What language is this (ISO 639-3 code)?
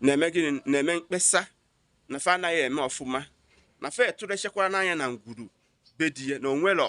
ibo